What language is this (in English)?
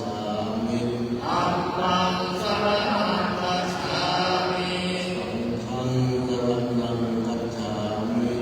Pali